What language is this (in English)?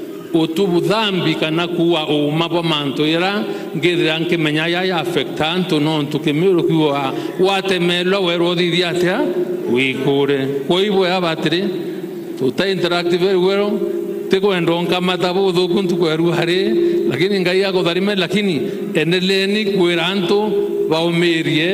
Meru